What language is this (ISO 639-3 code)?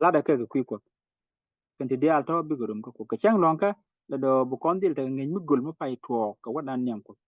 nus